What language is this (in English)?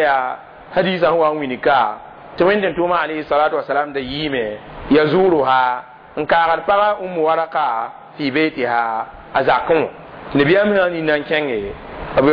Mossi